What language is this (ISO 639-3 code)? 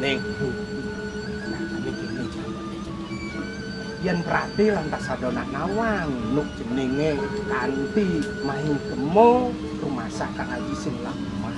ban